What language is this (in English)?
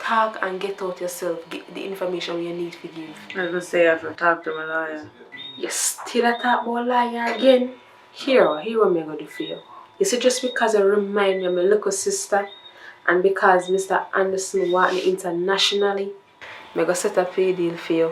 Jamaican Creole English